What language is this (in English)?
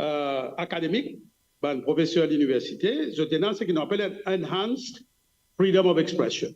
Morisyen